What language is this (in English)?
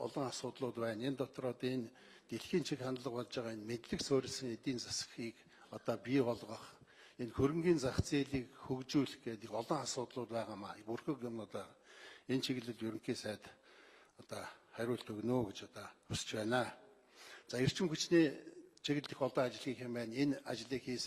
Mongolian